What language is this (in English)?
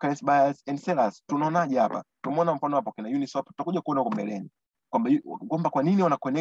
Swahili